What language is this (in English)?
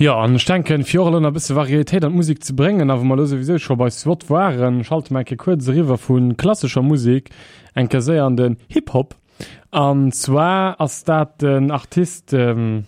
Luxembourgish